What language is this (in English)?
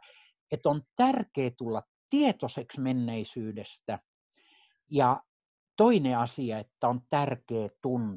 Finnish